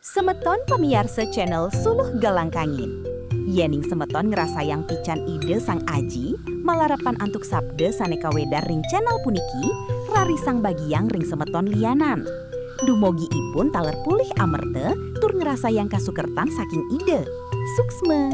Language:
Balinese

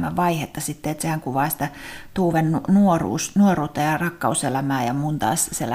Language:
Finnish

